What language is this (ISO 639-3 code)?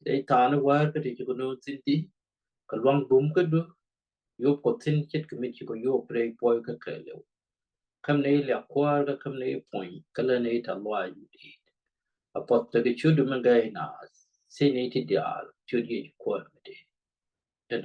nus